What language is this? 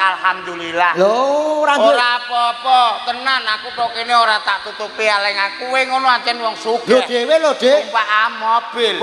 Javanese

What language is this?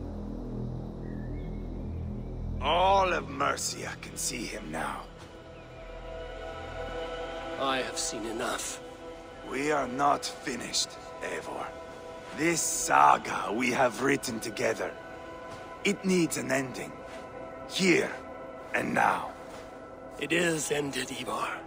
English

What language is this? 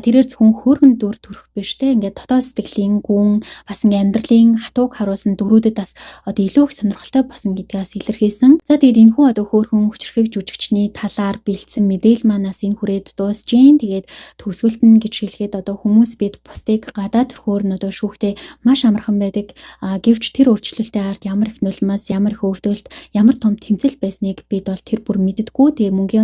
Mongolian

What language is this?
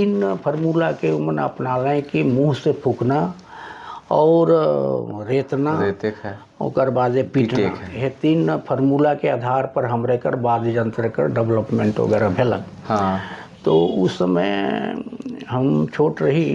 Sadri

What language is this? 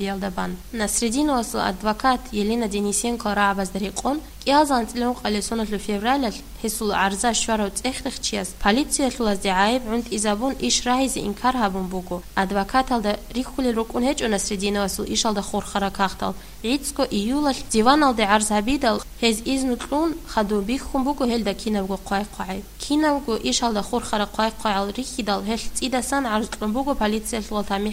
Avaric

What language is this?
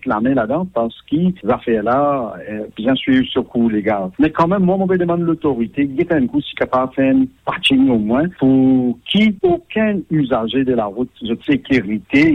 Morisyen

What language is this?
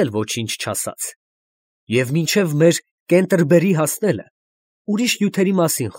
Armenian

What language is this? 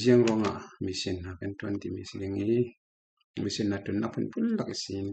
Falam Chin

